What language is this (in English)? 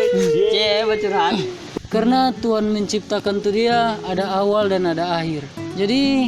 Manado Malay